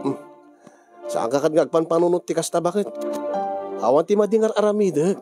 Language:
Iloko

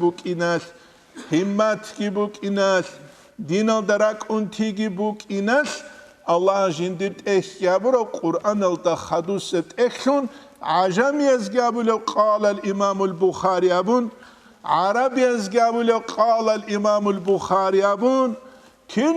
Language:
Avaric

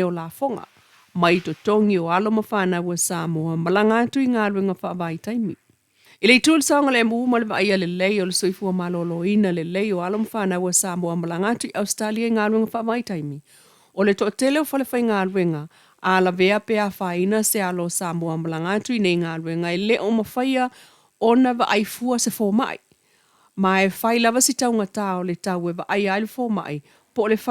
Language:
Samoan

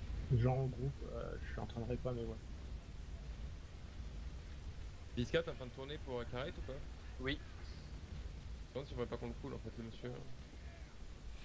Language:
French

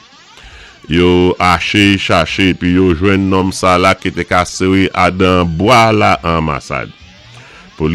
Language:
Saint Lucian Creole French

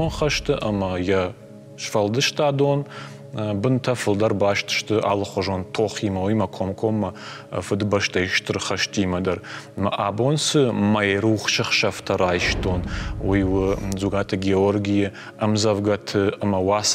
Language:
Ossetic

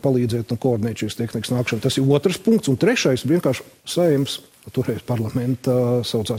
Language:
Latvian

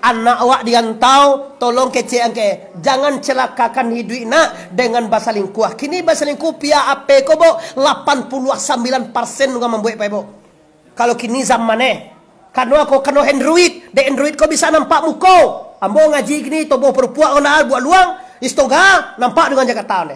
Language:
Minangkabau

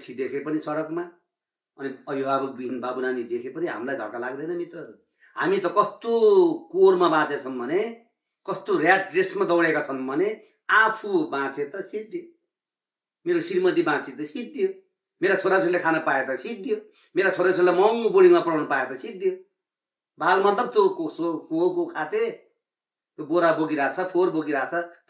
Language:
Nepali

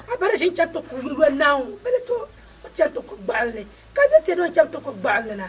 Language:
Dagbani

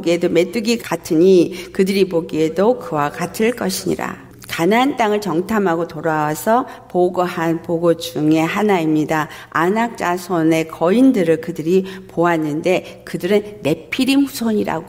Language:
Korean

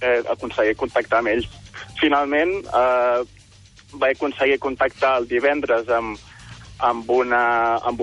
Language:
Catalan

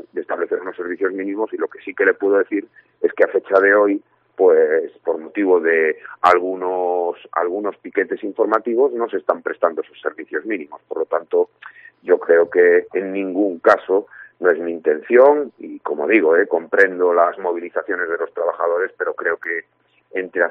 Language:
Spanish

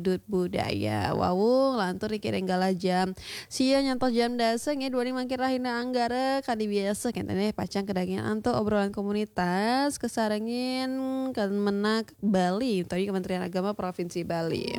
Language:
Balinese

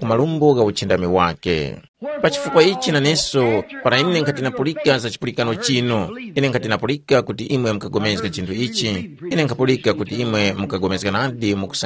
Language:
Tumbuka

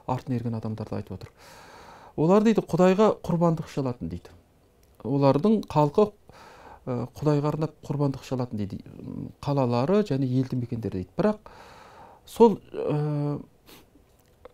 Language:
Kazakh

